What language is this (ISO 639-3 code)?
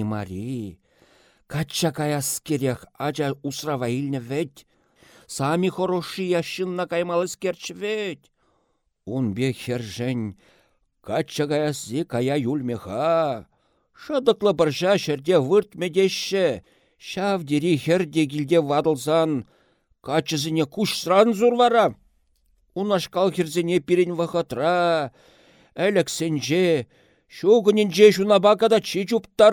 chv